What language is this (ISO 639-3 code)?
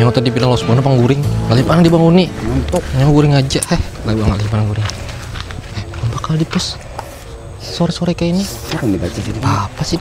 bjn